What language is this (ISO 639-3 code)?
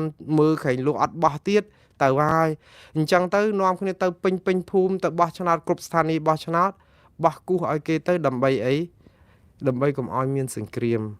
khm